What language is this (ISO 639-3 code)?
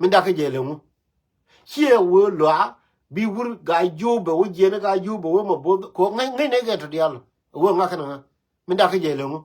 nus